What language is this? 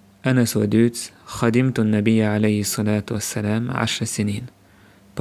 Chechen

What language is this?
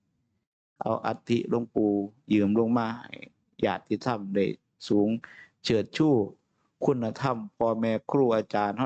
Northeastern Thai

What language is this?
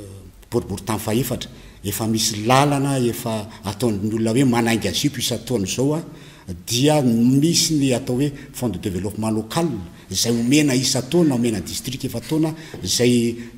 Malagasy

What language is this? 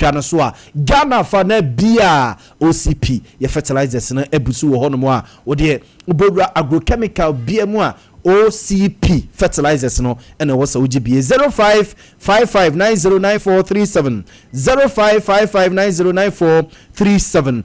Akan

